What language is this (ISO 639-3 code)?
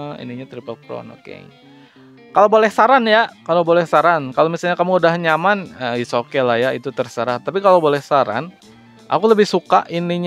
ind